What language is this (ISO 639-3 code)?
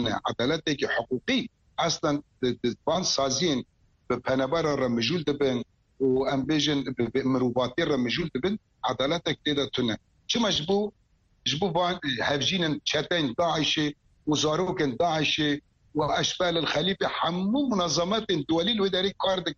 kur